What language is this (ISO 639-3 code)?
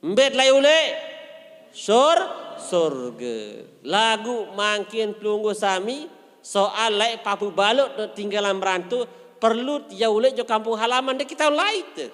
sas